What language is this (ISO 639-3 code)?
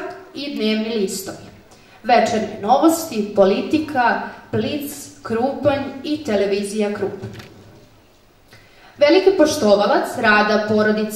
srp